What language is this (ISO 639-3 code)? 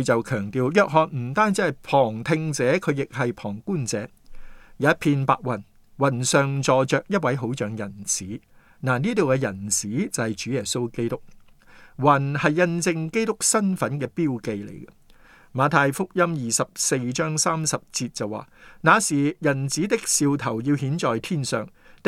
yue